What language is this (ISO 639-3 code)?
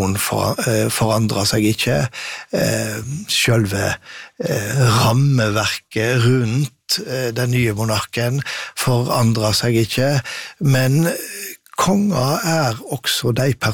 nor